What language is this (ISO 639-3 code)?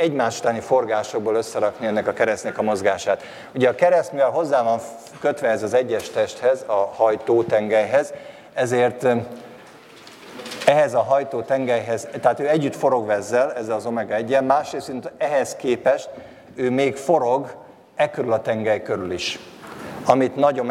hun